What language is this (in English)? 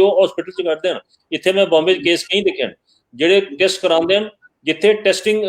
Dogri